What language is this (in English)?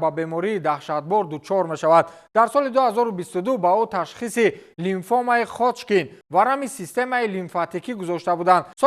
Tajik